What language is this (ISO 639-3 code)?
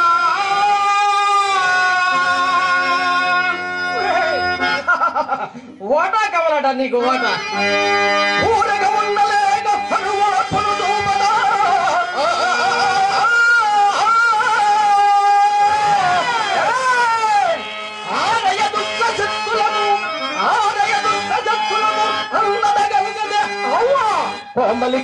tel